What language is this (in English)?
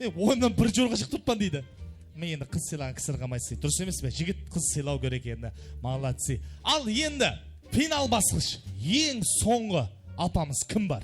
Kara-Kalpak